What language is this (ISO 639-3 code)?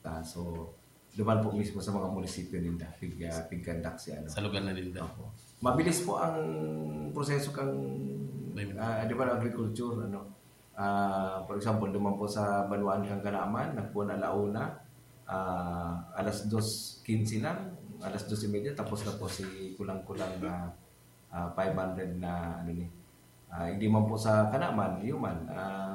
bik